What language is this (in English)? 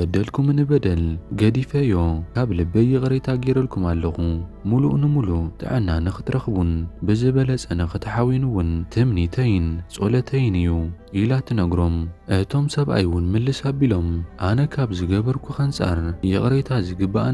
Tigrinya